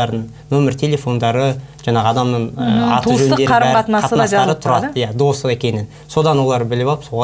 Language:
Kazakh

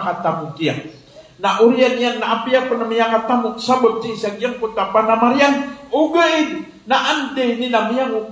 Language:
Maranao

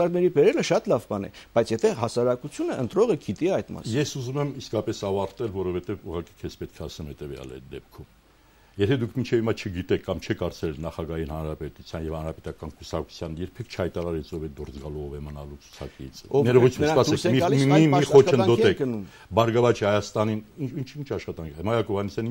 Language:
Armenian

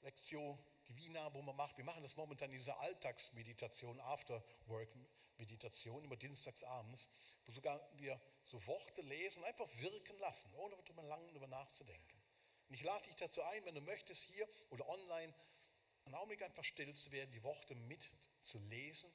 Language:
Swiss German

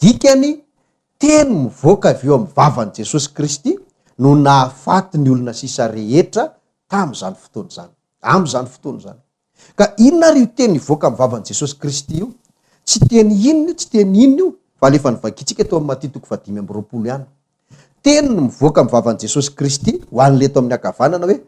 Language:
Malagasy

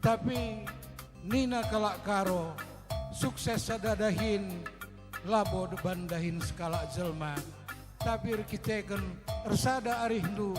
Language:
Batak Karo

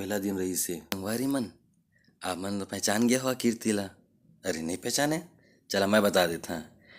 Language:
Chhattisgarhi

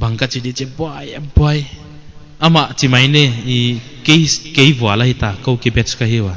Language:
Paite Chin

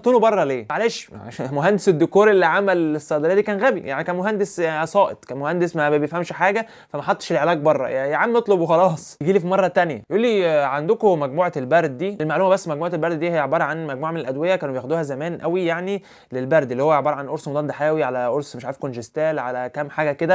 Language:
Egyptian Arabic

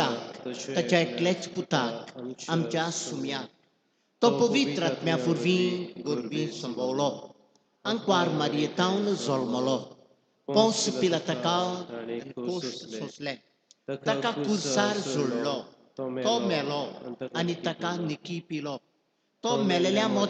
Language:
Konkani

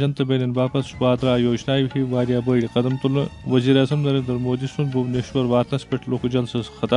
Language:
Kashmiri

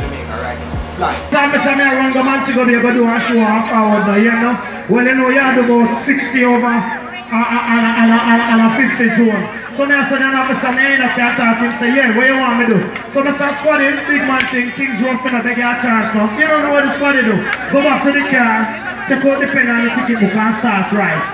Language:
Jamaican Creole English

